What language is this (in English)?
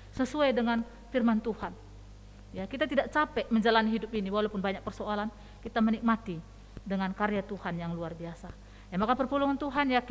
Batak Karo